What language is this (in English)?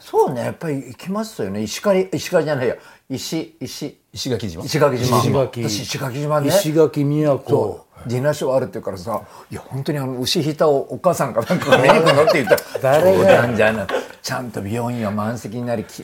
Japanese